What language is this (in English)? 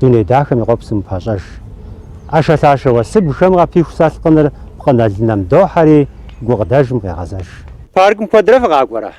Kabardian